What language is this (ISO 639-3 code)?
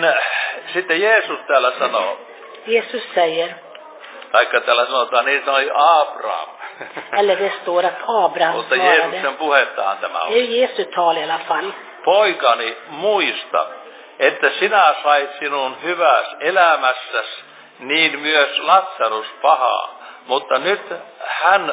fin